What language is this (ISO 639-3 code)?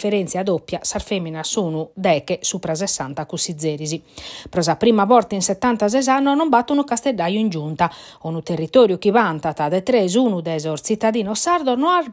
srd